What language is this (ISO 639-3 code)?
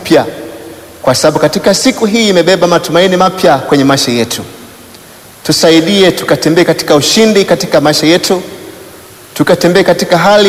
swa